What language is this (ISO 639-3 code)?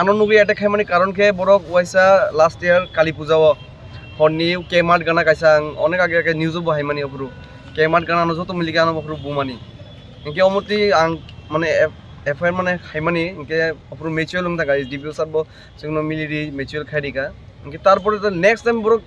trp